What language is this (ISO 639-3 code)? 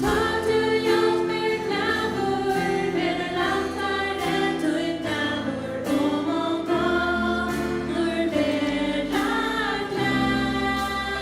fao